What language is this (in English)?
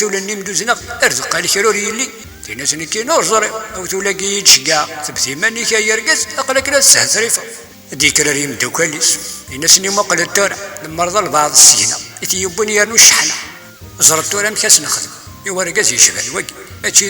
Kabyle